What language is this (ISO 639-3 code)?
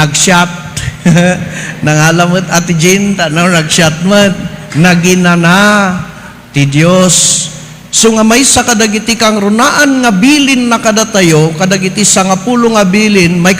ilo